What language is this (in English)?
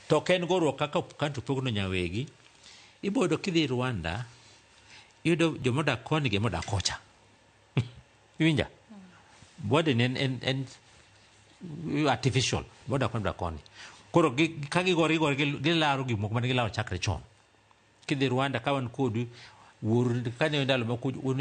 Luo (Kenya and Tanzania)